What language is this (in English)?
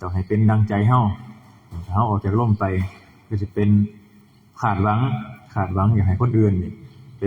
Northeastern Thai